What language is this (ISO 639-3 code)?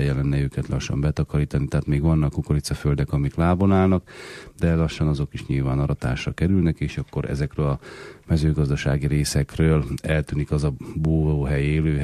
hun